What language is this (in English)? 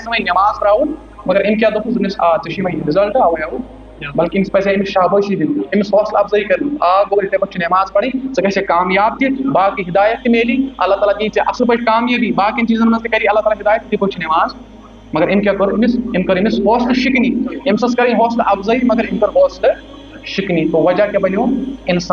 Kashmiri